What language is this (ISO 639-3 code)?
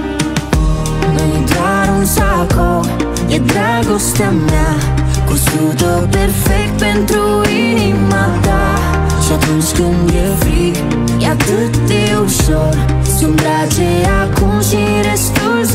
ron